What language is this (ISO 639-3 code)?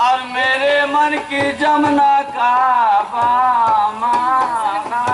hne